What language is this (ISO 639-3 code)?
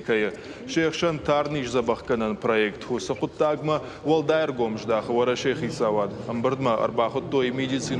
oss